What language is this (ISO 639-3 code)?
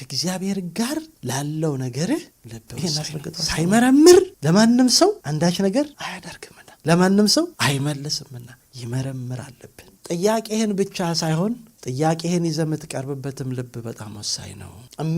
amh